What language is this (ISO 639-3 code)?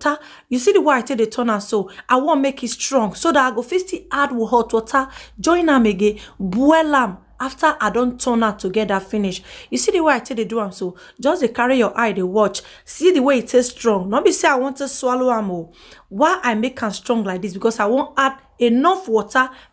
pcm